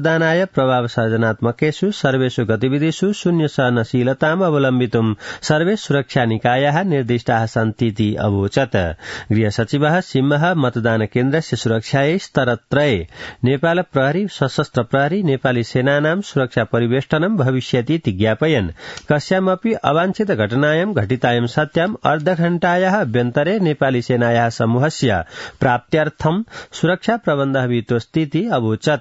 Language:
Sanskrit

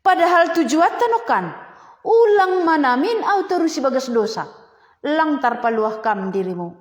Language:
Batak Simalungun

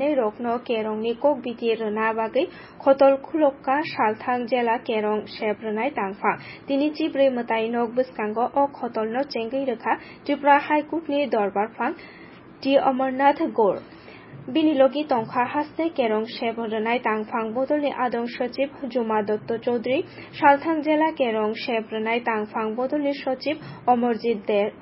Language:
Kok Borok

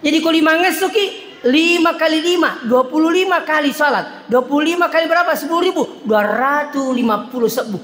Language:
Buginese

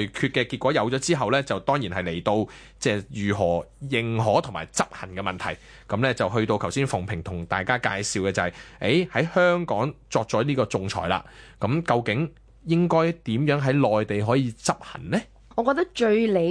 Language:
Cantonese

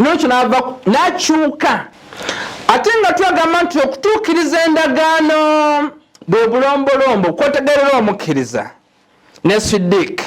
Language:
Ganda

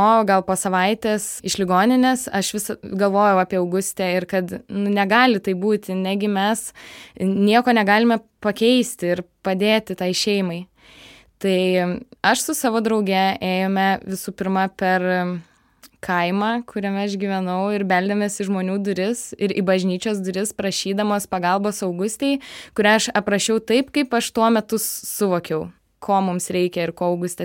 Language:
Lithuanian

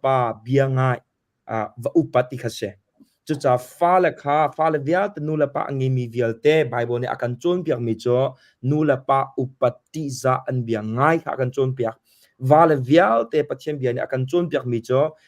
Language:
Hakha Chin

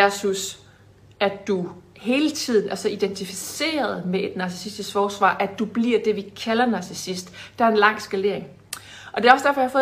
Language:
Danish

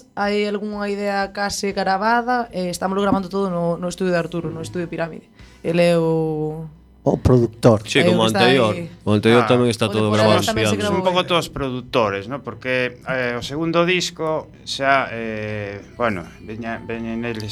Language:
Galician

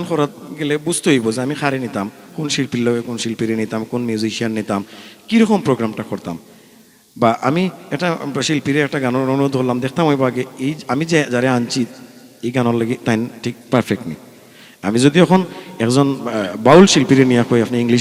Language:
Sylheti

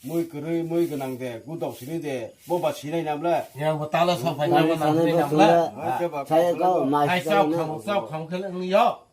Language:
Kok Borok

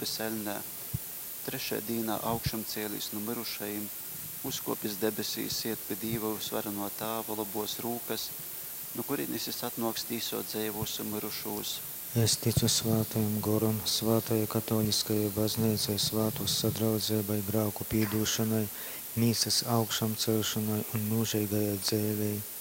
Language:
Latgalian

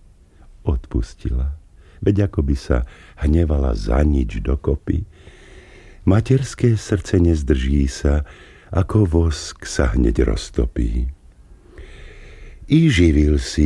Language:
Slovak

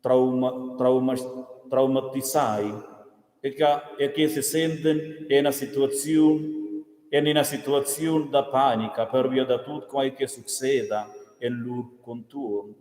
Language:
Romansh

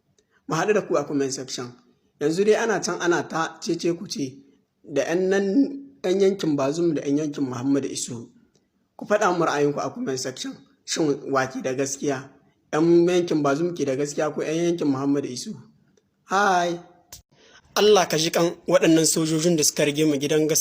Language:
Hausa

